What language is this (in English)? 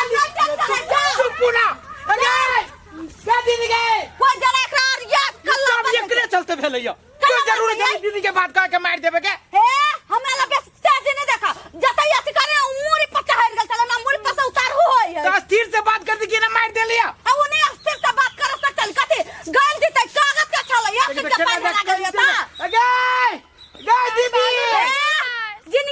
Maithili